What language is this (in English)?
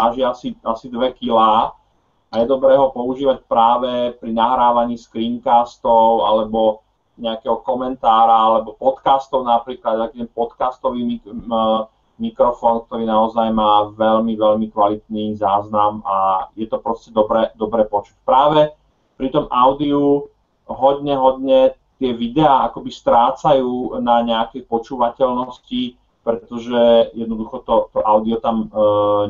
Slovak